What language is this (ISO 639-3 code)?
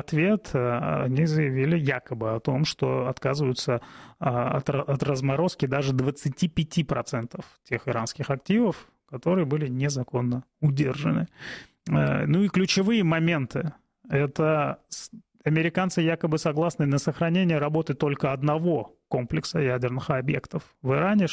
rus